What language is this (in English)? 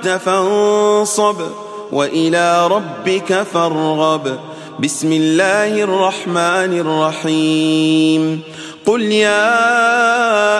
Arabic